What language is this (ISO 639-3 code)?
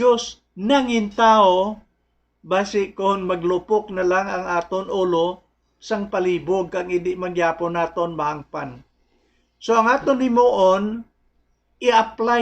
hil